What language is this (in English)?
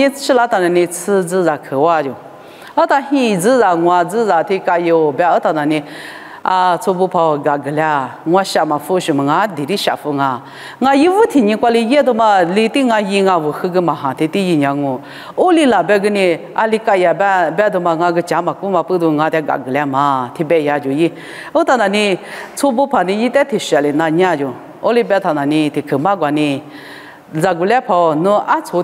Lisu